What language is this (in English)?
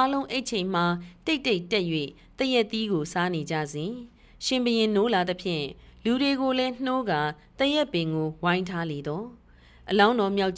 Burmese